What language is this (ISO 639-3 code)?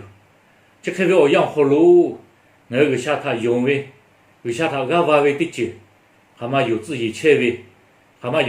lhu